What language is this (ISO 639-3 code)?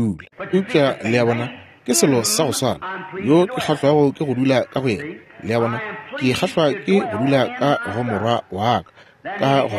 nso